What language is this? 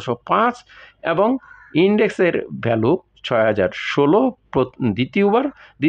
Bangla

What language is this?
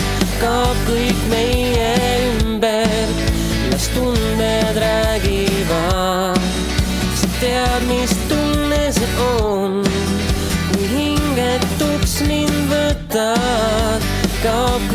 Estonian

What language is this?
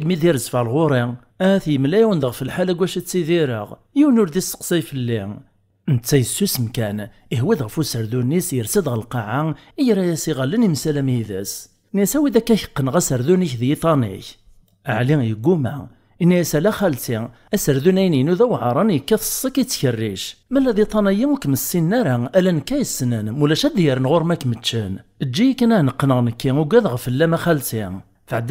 Kabyle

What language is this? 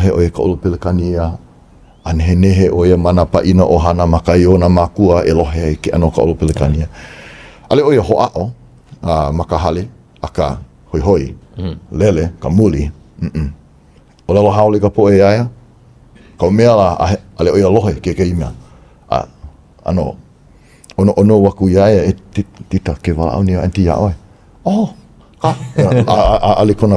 Hawaiian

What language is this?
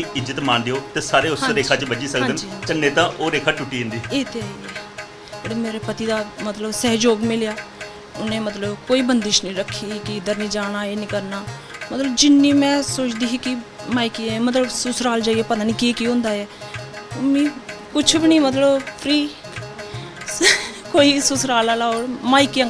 Dogri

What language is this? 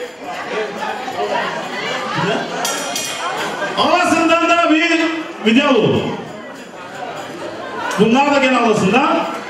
Turkish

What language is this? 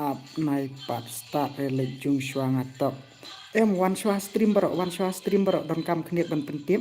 Khasi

